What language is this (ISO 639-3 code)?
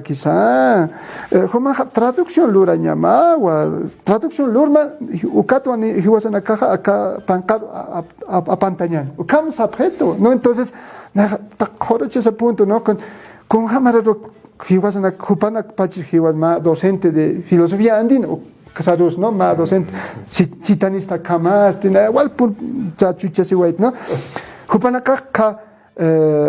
aym